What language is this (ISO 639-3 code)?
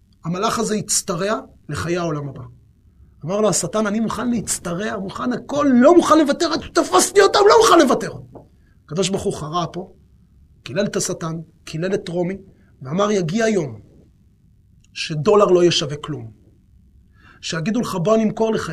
heb